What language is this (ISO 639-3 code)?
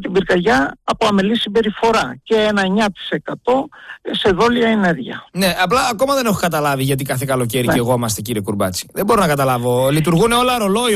ell